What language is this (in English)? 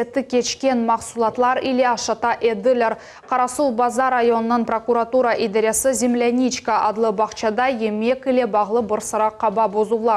Crimean Tatar